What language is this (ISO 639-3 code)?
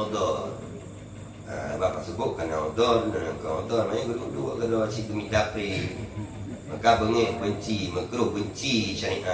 ace